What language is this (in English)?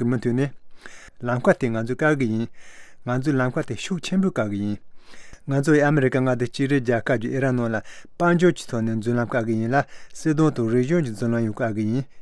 Tibetan